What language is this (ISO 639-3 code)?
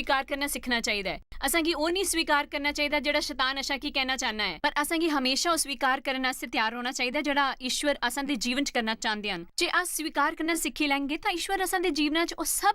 doi